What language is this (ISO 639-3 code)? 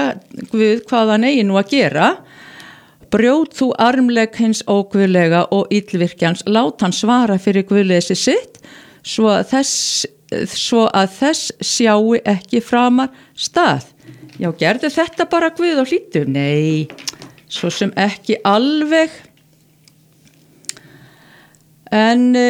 isl